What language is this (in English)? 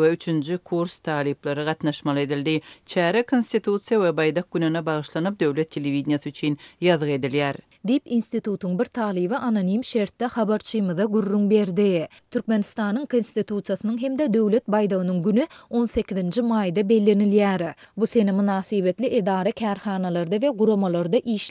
Turkmen